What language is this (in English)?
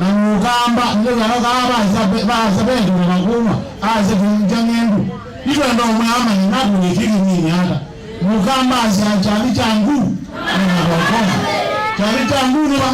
Kamba